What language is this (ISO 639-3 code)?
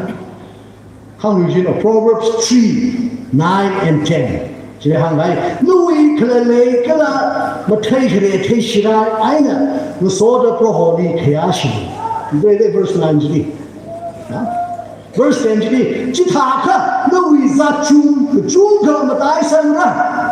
nmf